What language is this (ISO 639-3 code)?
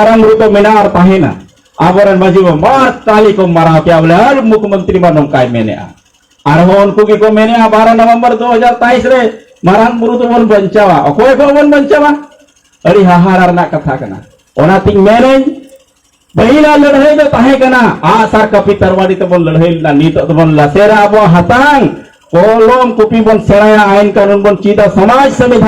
sat